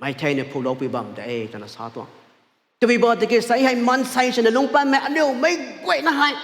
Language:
Rongmei Naga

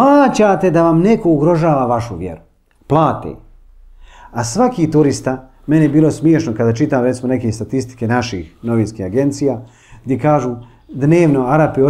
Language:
Bosnian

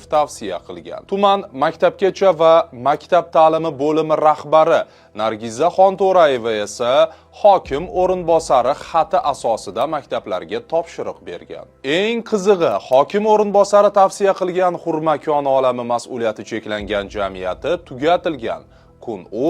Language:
Uzbek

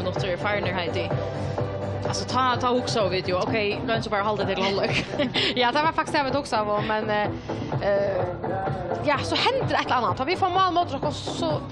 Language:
Faroese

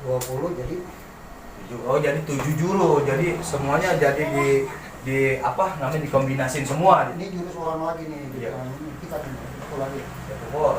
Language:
Betawi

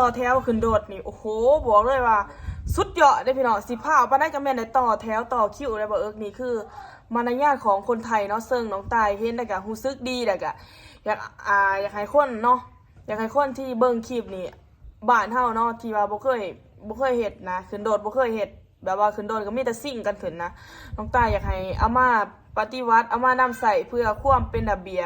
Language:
Lao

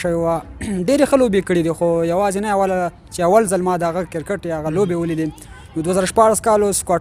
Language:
Pashto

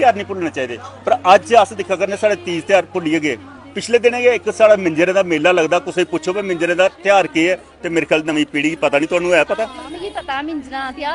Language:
Dogri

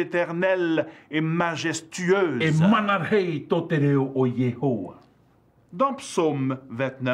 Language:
Tahitian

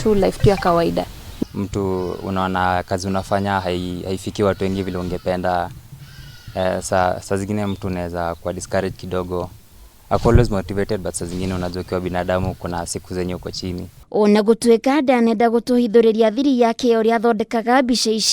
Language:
Kikuyu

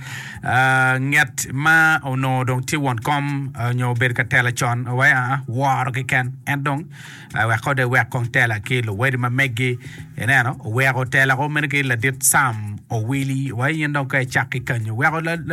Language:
Acoli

